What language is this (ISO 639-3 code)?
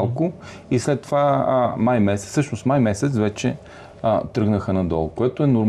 bul